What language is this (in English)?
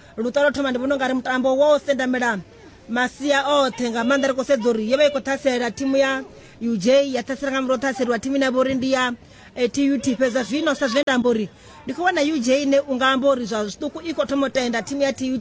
Venda